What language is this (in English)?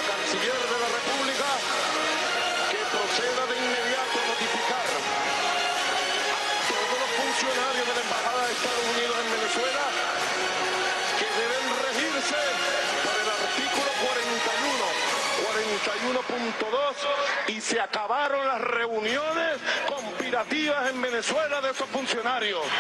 Spanish